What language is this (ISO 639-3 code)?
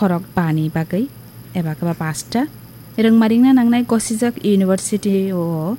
trp